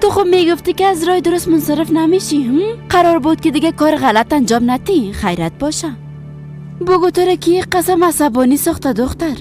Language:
Persian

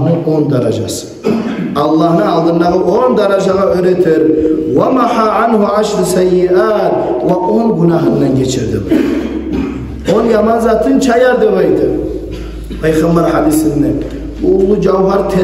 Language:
Kumyk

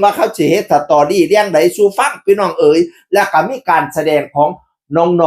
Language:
Northeastern Thai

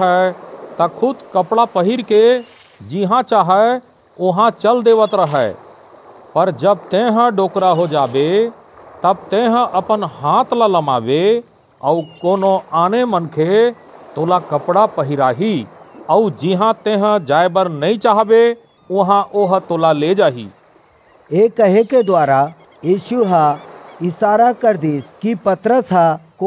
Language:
Chhattisgarhi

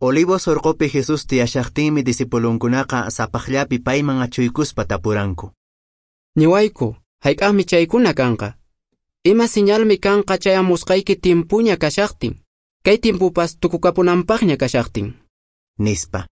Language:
Quechua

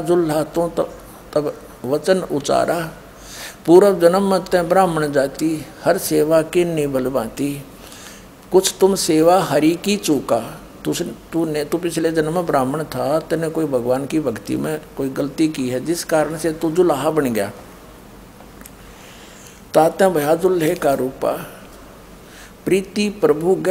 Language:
Hindi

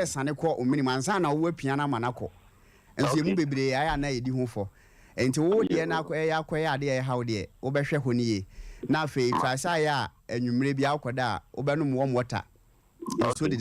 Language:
Akan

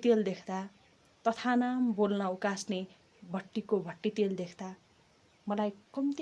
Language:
Nepali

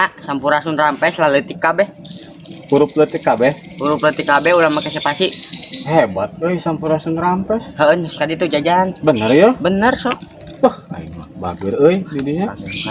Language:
Sundanese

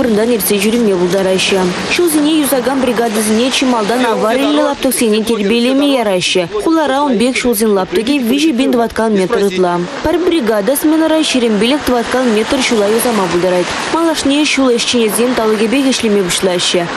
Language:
Chuvash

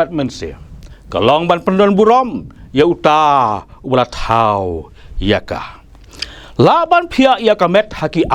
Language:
Khasi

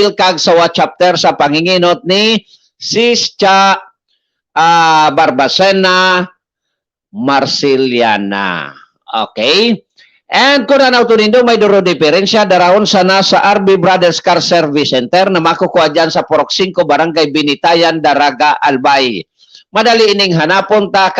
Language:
Bikol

